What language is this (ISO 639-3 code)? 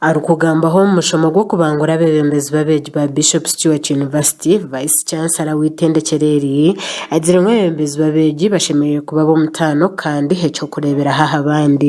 nyn